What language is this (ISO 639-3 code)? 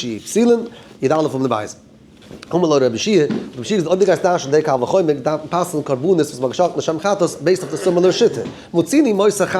yid